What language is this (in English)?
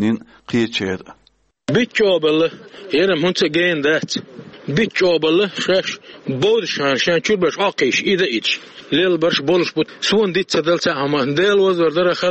Chechen